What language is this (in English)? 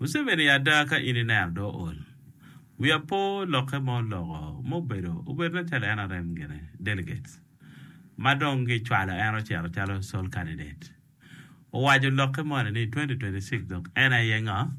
Acoli